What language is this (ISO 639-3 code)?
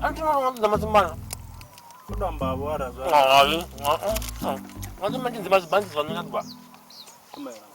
ven